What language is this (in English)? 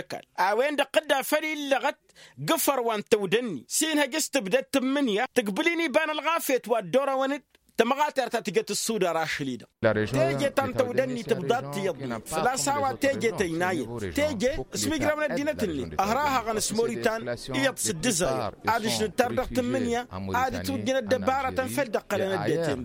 Tamasheq